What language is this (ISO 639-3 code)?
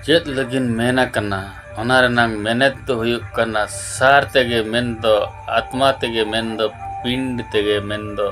sat